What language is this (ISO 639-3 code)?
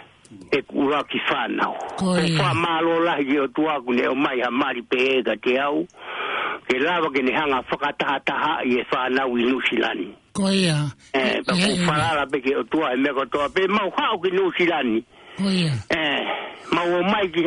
ton